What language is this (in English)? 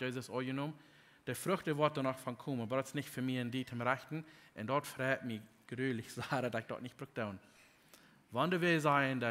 Plautdietsch